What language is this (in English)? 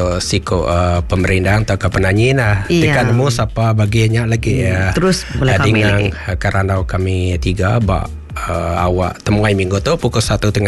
Iban